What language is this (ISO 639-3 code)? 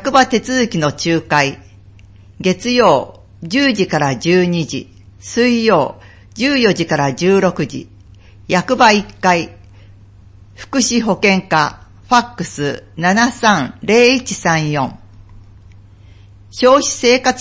jpn